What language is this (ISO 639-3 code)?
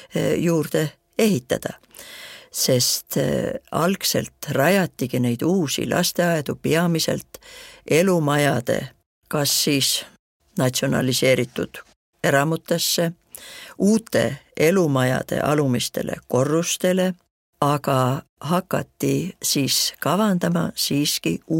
est